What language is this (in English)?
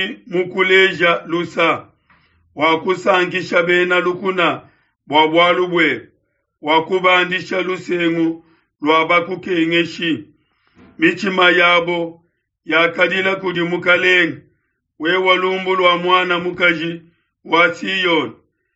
Luba-Lulua